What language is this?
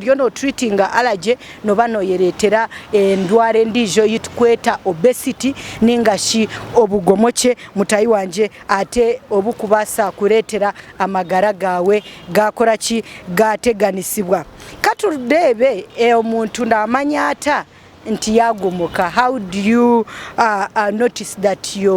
Nyankole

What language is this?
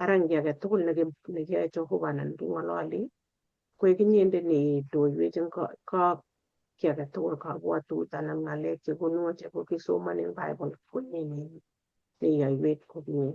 Kalenjin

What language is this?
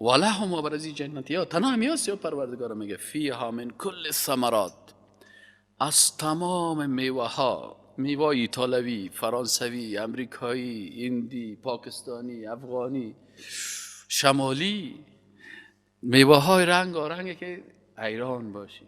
Persian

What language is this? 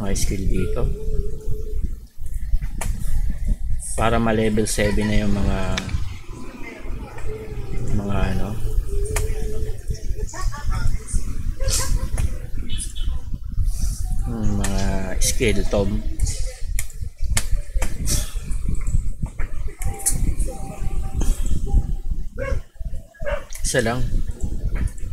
Filipino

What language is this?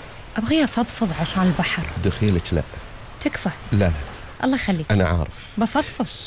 Gulf Arabic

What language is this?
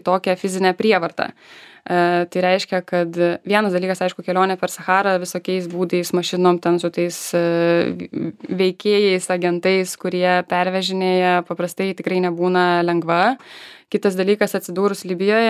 Lithuanian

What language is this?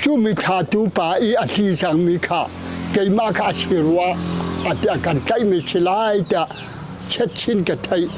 Hakha Chin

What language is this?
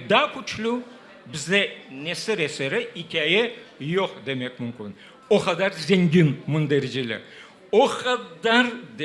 Crimean Tatar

